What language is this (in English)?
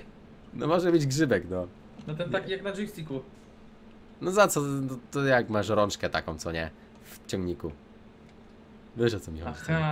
Polish